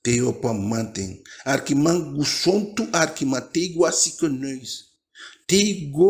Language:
Eastern Maroon Creole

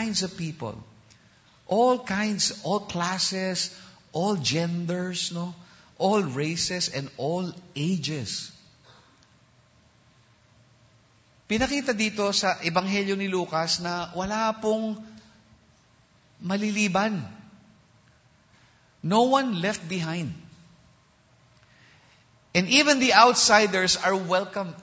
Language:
Filipino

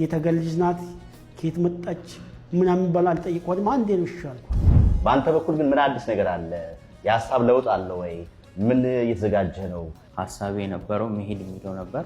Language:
Amharic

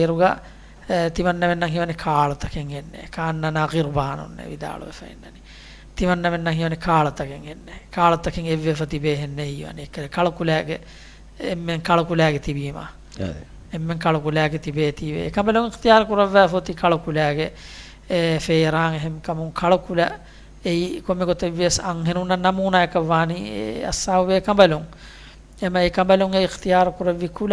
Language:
Divehi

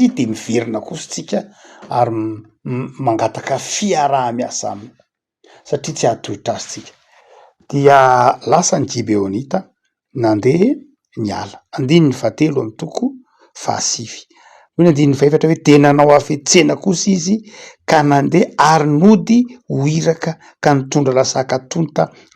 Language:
Malagasy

